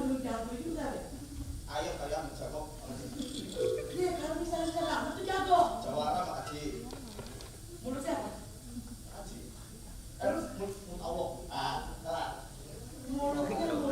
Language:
Betawi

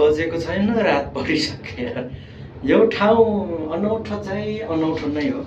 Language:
Nepali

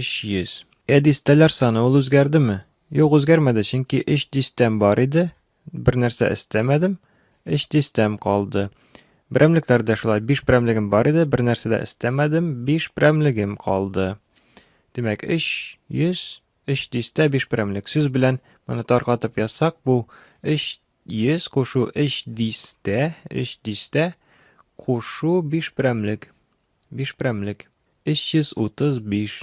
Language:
Tatar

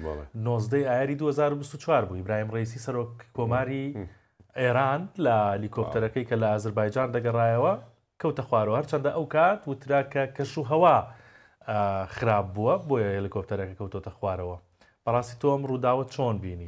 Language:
Central Kurdish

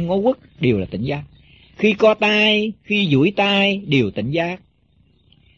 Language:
Vietnamese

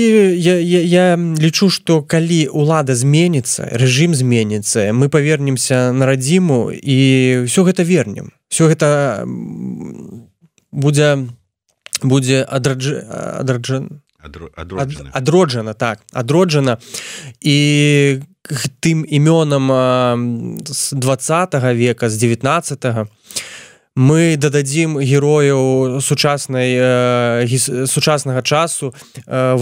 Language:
Belarusian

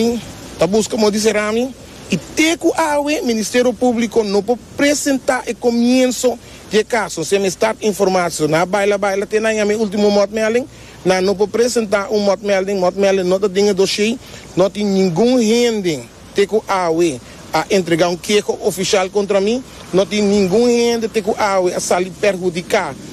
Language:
Papiamento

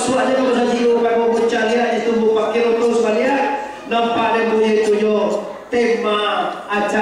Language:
Minangkabau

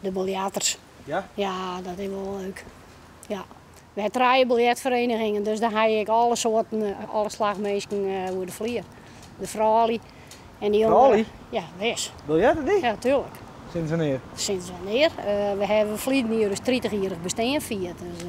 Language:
Western Frisian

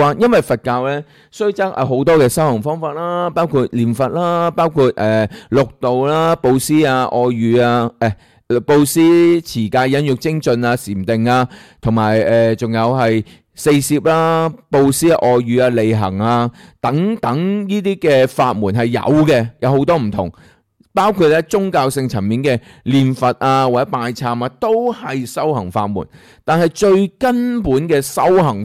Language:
Cantonese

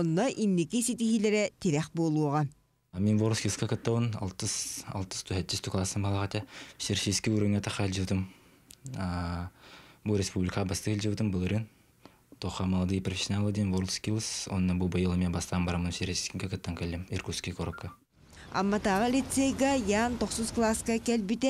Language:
Yakut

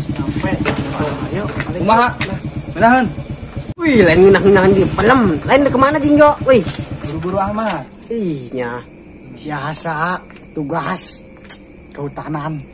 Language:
Sundanese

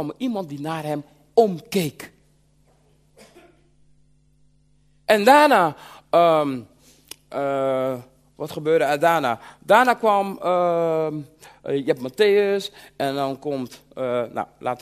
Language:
Dutch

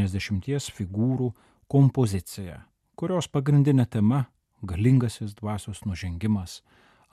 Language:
Lithuanian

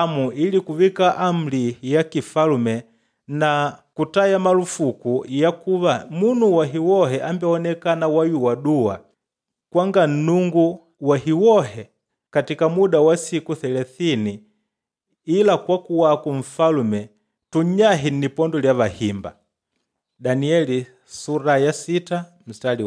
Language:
Makonde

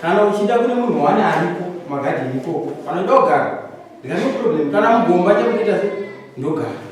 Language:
Shona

